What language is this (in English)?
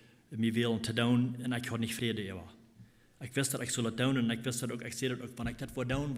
Plautdietsch